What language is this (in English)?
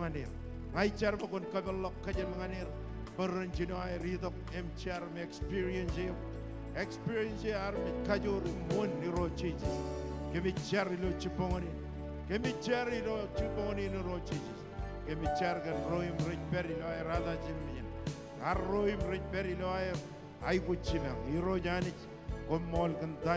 Marshallese